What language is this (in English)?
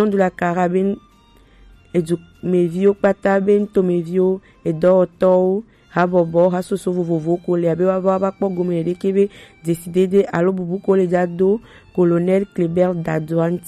Gen